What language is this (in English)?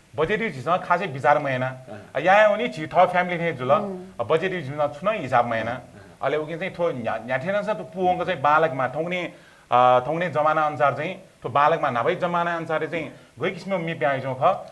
Newari